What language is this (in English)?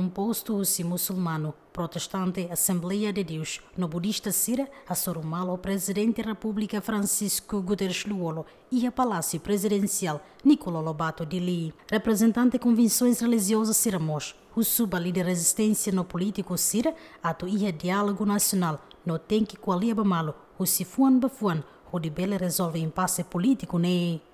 Tetum